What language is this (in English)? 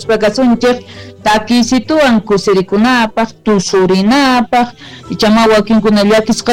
South Bolivian Quechua